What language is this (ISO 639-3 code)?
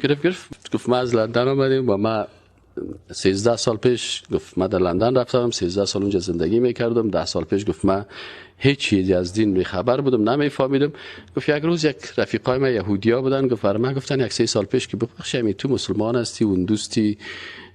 fas